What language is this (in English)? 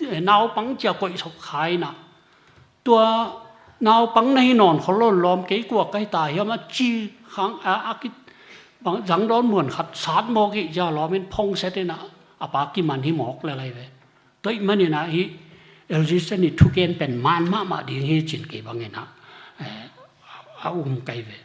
Tedim Chin